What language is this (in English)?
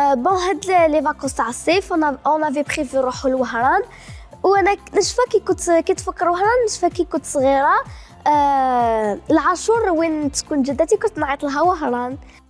Algerian Arabic